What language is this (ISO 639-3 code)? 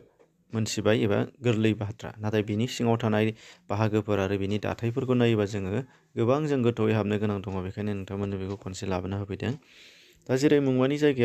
brx